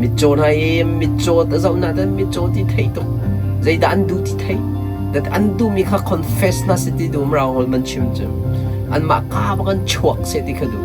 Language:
Hakha Chin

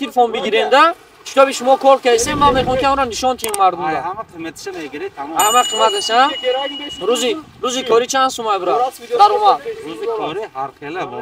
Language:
Tajik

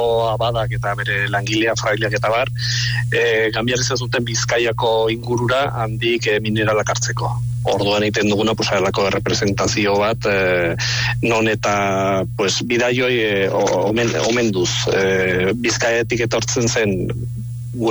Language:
Basque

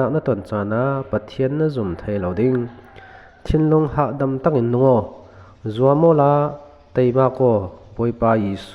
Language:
Falam Chin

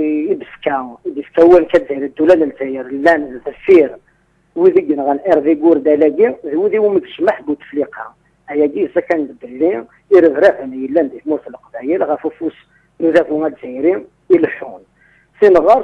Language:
Kabyle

